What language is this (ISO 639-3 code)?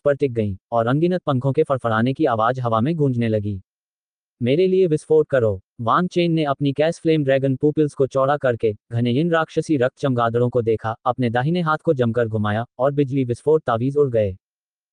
hin